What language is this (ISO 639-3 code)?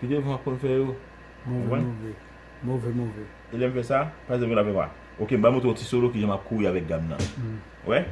hat